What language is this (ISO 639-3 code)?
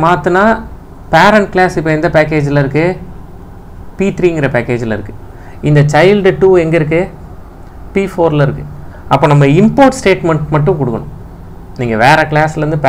tam